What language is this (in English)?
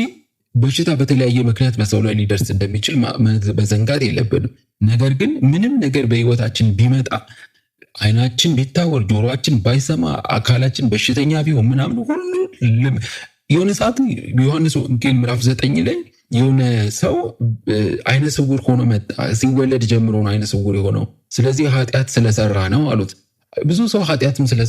Amharic